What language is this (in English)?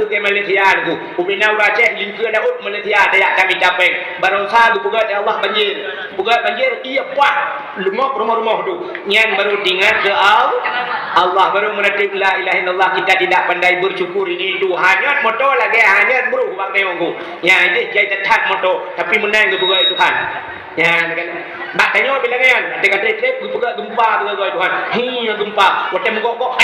Achinese